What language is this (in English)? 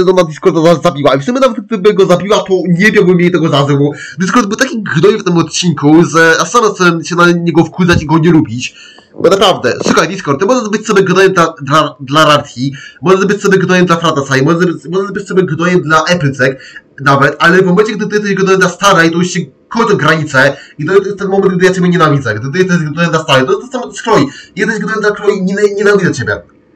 Polish